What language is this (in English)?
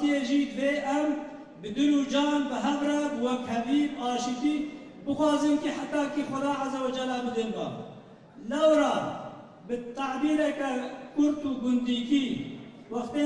Kurdish